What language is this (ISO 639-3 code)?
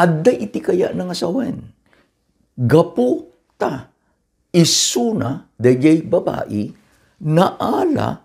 ilo